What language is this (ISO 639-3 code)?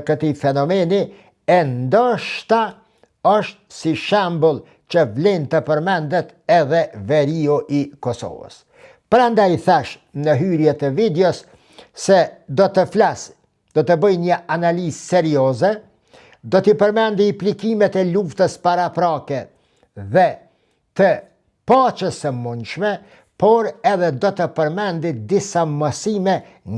sqi